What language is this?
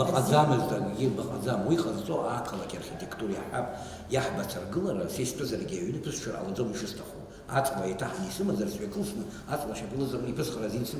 Abkhazian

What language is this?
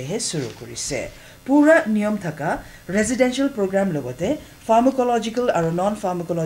Naga Pidgin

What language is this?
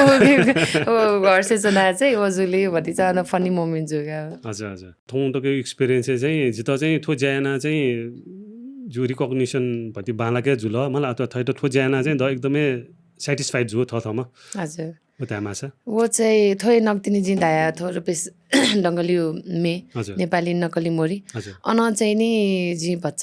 Newari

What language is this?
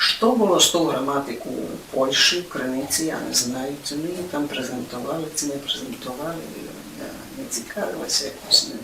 Rusyn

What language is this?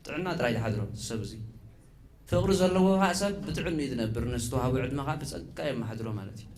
Tigrinya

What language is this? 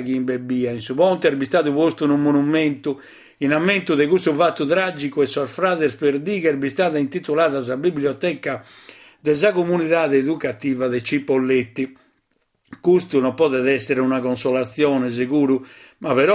Sardinian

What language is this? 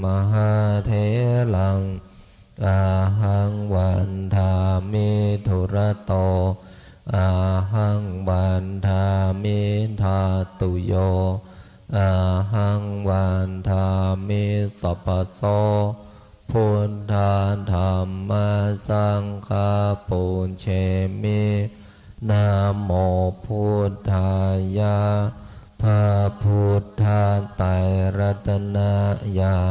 Pali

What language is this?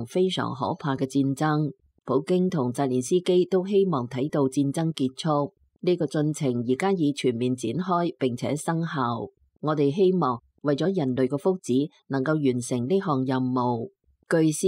Cantonese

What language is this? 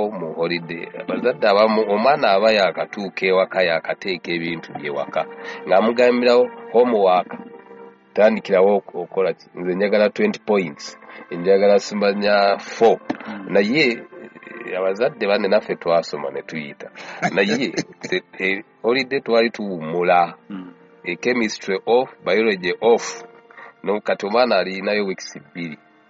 Ganda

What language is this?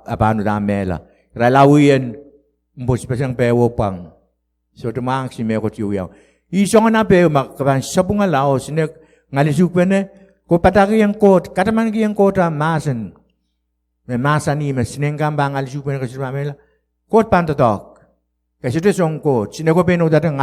Pohnpeian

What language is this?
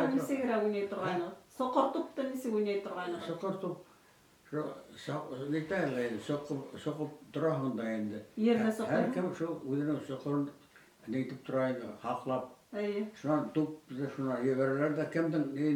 Bashkir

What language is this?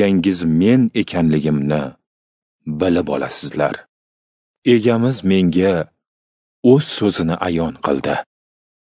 Uzbek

